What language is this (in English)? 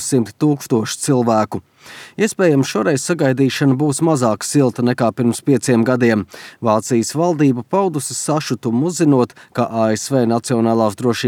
Latvian